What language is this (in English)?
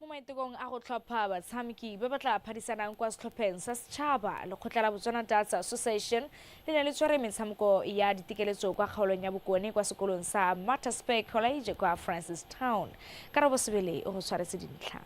Tswana